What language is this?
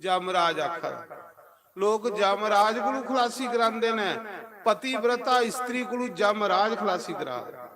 Dogri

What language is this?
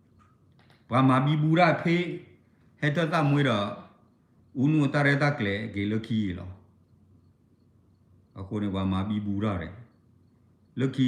S'gaw Karen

